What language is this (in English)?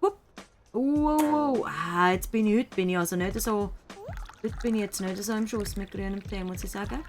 Swiss German